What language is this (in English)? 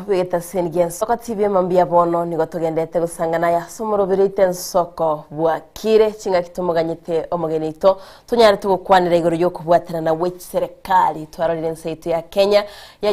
Gusii